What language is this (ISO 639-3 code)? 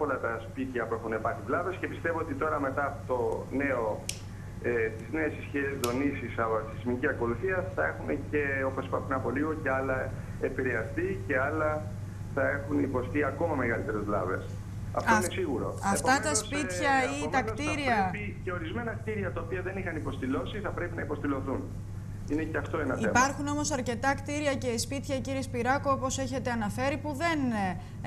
ell